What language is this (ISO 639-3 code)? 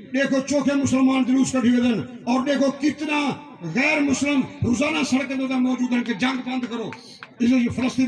skr